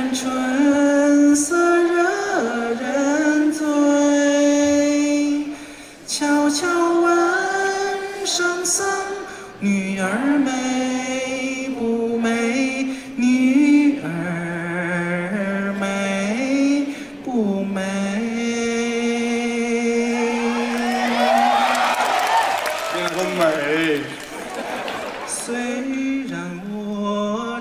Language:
Chinese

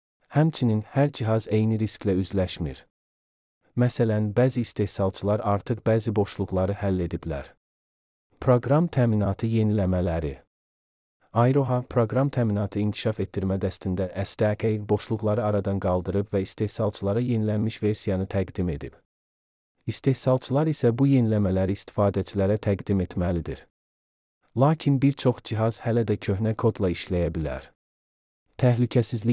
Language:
Azerbaijani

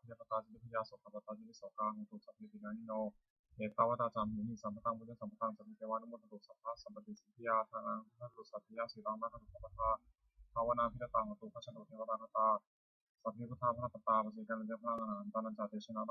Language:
Pali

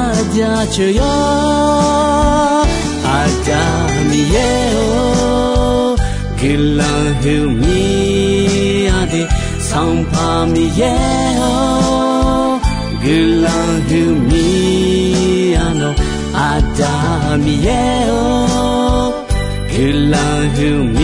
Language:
Akha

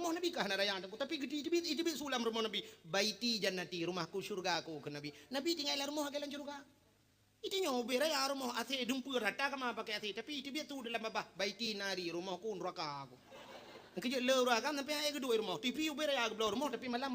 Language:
Achinese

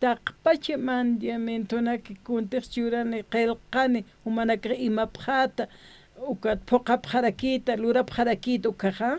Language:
Aymara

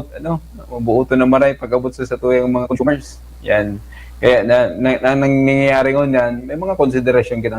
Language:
Bikol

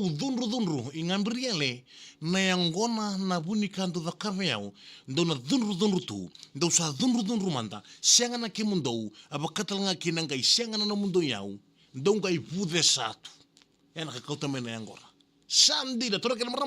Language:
Fijian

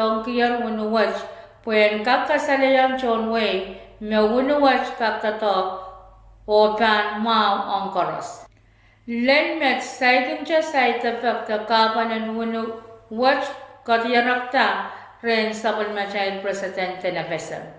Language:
Pohnpeian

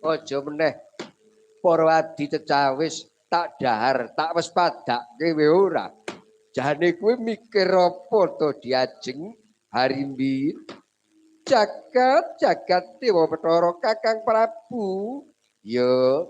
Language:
Javanese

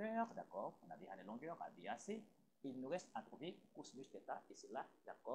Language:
French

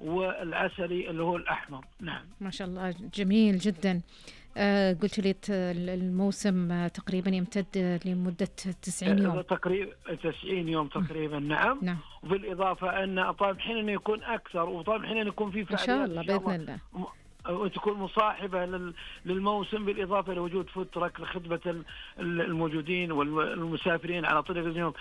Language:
Najdi Arabic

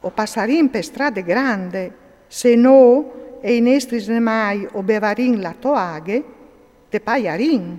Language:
Friulian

